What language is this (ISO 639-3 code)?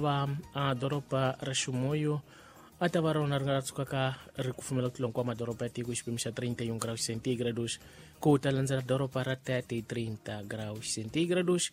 tso